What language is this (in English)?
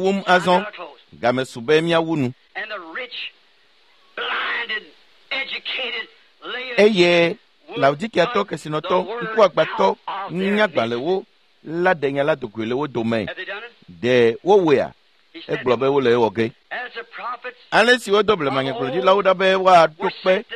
Ewe